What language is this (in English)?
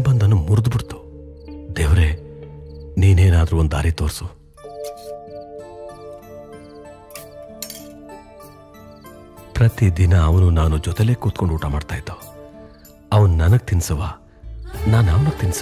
Kannada